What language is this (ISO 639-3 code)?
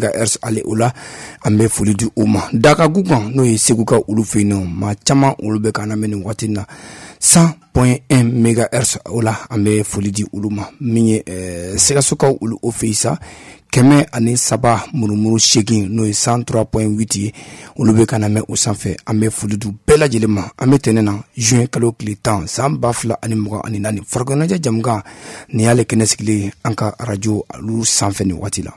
bam